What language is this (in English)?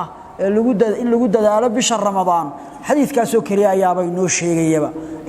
Somali